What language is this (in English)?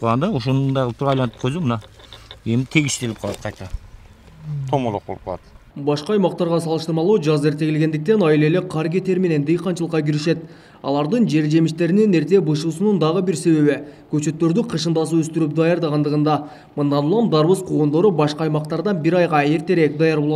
Kyrgyz